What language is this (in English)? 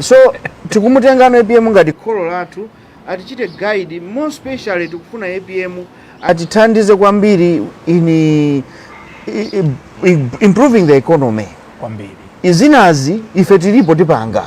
Nyanja